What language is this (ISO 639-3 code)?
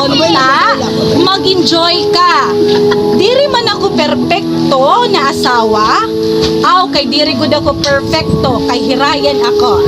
war